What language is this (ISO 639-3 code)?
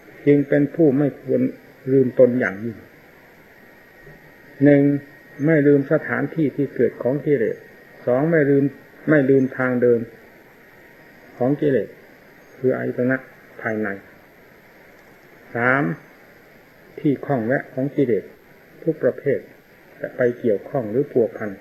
tha